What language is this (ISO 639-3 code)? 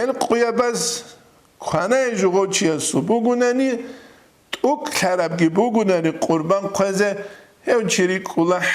ava